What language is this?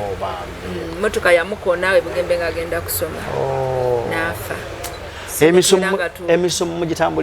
Ganda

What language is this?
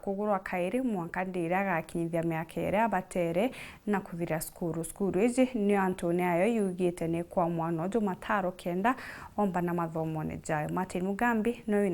Meru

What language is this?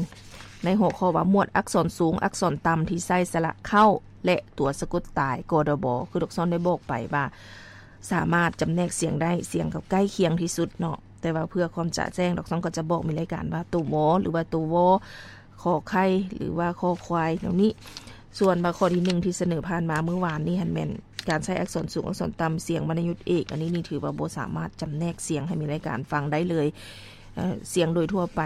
Lao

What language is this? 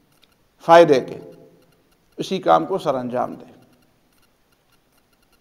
Urdu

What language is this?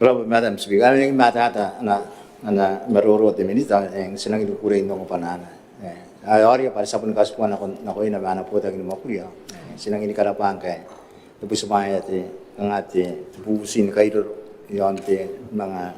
Gilbertese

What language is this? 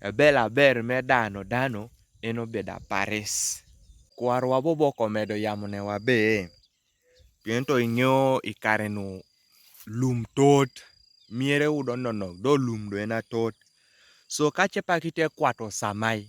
Kumam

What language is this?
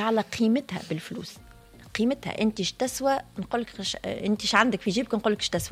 Tunisian Arabic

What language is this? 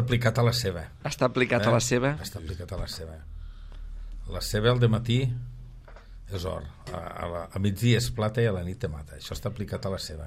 Catalan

